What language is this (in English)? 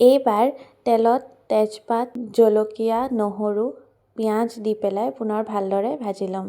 Assamese